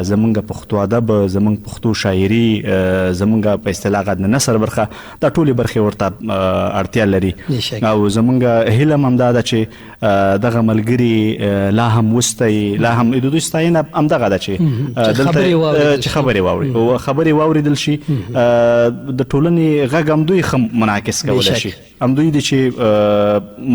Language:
Pashto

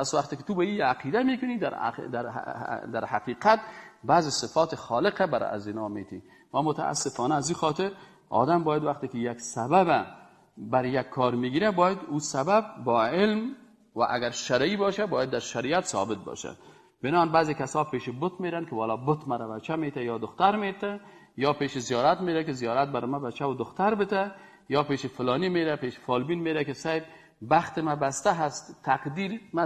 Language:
Persian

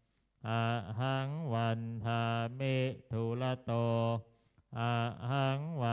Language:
Pali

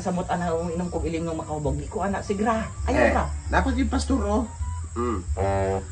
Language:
Cebuano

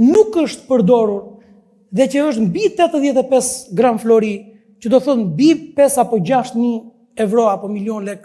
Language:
Albanian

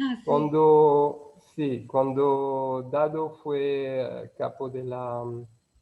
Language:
Ladino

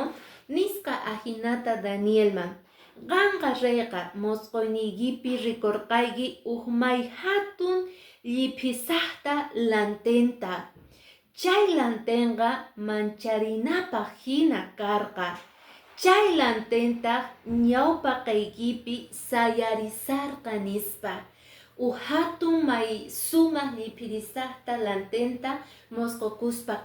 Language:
Quechua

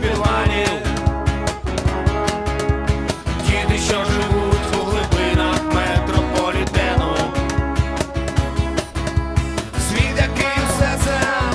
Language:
Ukrainian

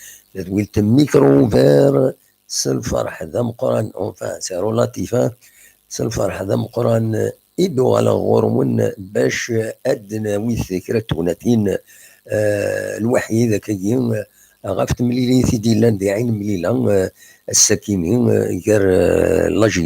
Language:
Kabyle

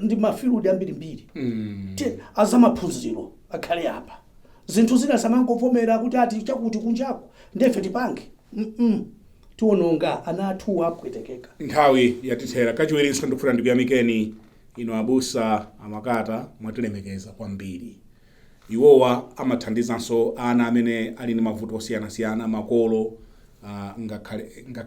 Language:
Nyanja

